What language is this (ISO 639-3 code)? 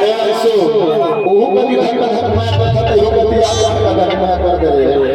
hne